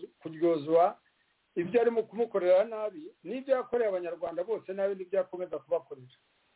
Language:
Kinyarwanda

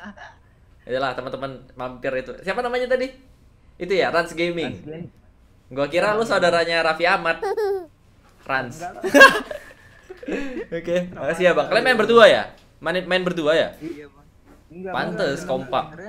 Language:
Indonesian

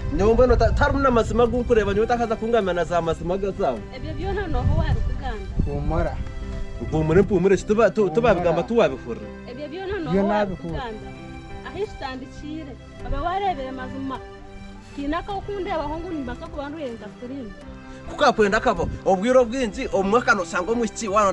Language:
Nyankole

